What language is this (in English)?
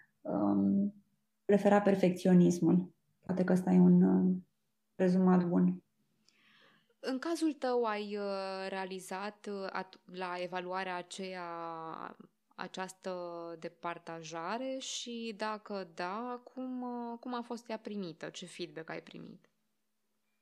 Romanian